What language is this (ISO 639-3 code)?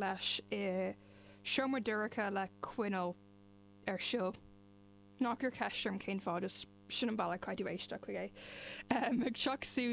gle